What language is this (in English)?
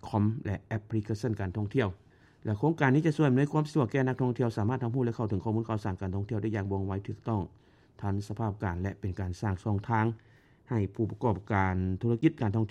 Lao